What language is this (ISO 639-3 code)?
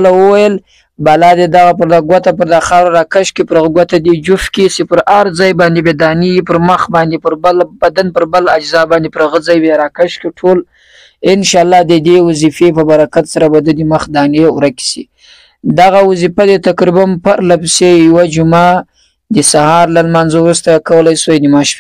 pus